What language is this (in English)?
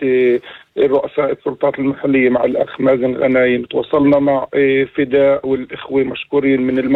North Levantine Arabic